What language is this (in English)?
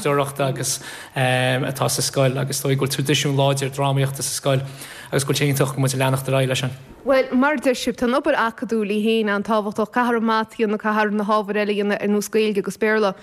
Irish